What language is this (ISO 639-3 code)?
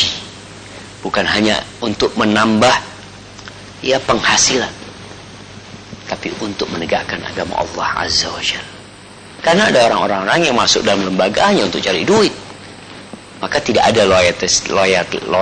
ind